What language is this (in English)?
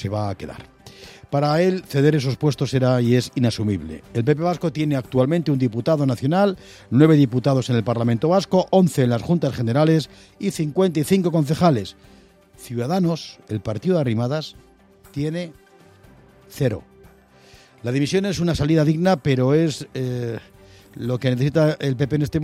Spanish